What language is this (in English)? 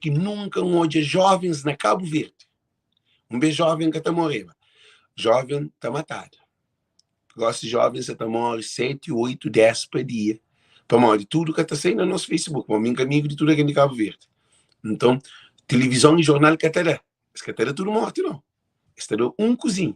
Kabuverdianu